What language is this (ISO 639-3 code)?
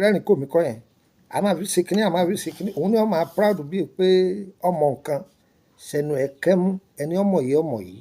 yor